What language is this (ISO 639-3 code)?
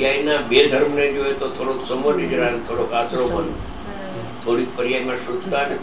guj